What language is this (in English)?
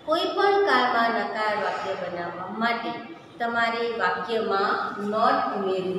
Gujarati